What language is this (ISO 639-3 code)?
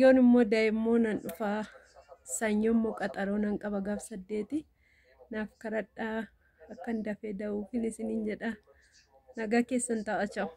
orm